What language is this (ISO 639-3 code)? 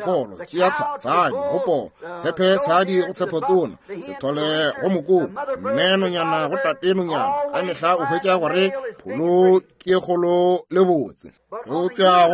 nso